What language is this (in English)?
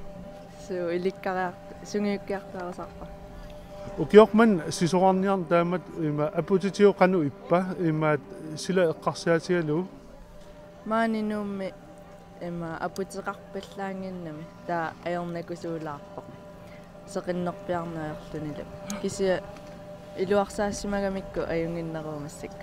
Kalaallisut